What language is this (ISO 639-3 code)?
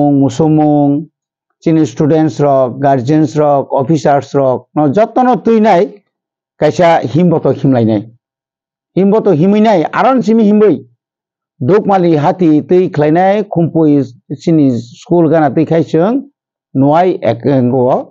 trp